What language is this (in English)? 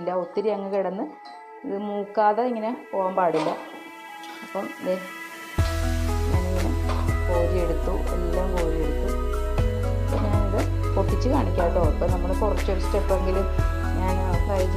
Malayalam